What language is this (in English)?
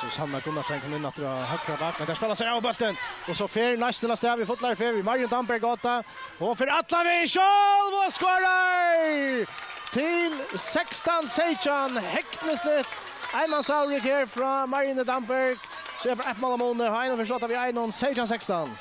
Faroese